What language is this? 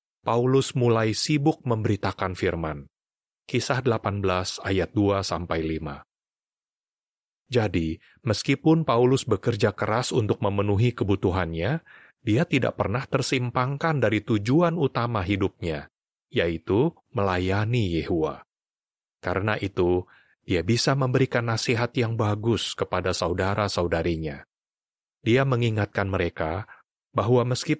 Indonesian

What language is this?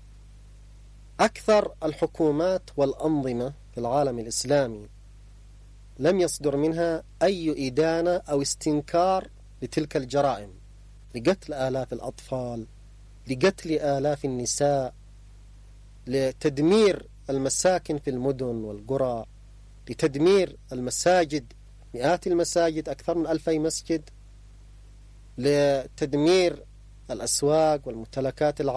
Arabic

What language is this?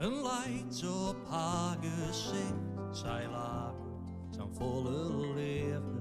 Western Frisian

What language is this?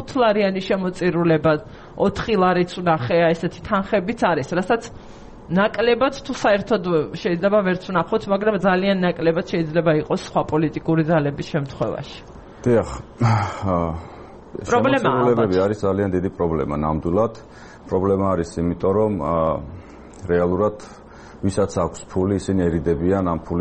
Georgian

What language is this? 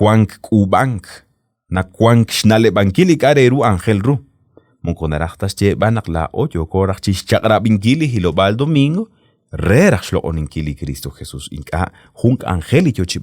Kekchí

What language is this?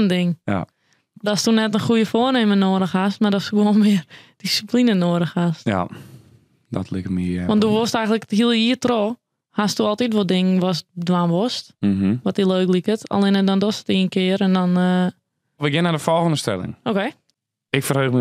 Western Frisian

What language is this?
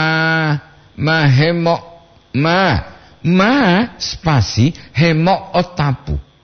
Gorontalo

